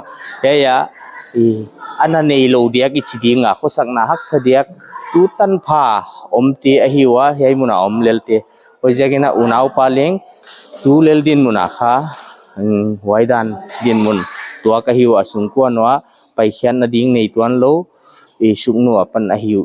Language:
Paite Chin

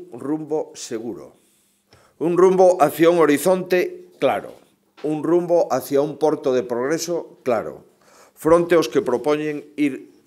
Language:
Galician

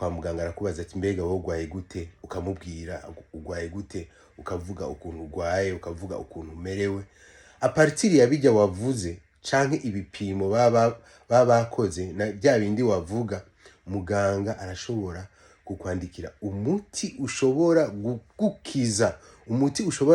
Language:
Rundi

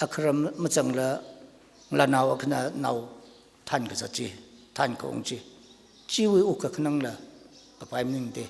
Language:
Tangkhul Naga (India)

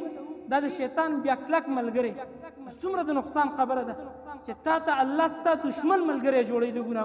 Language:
Pashto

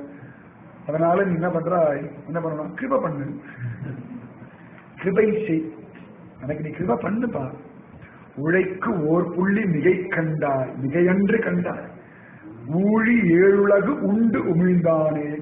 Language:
Tamil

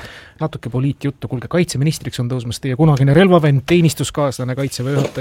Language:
Estonian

